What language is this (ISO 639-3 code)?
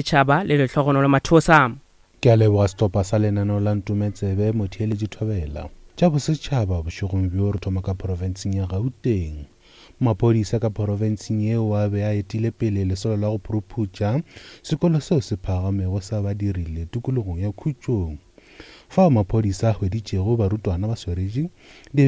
nso